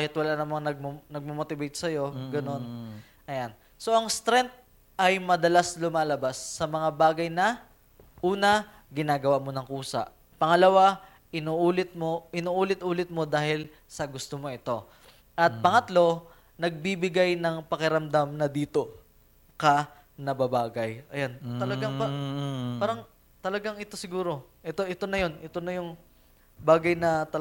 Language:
Filipino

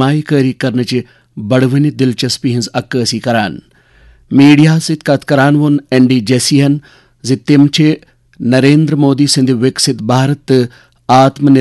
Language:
Kashmiri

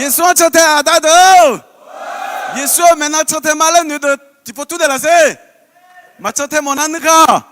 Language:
Akha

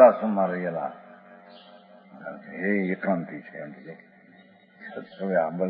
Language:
Gujarati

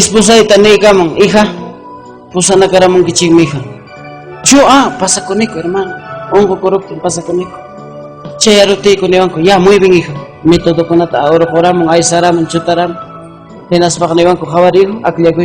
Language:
Ayacucho Quechua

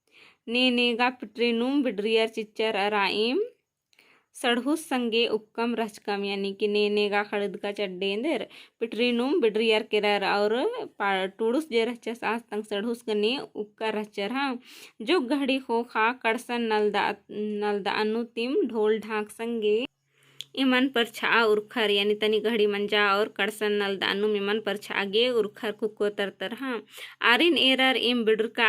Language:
Kurukh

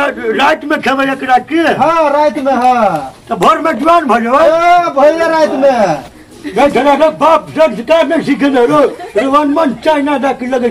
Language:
Maithili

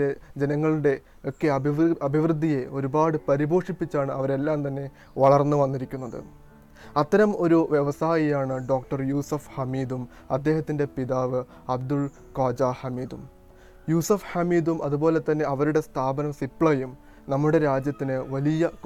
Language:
Malayalam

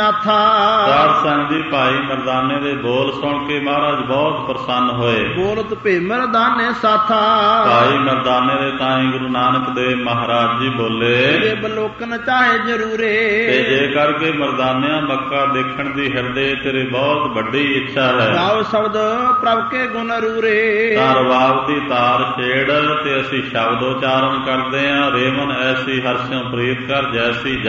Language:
Punjabi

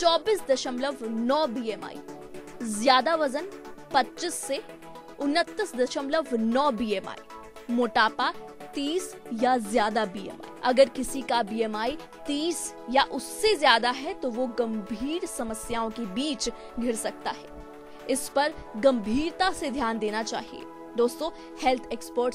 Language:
Hindi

